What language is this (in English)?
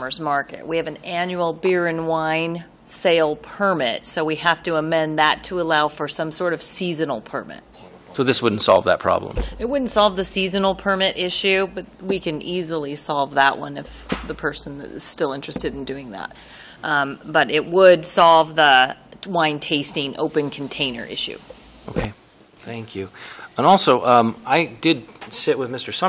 English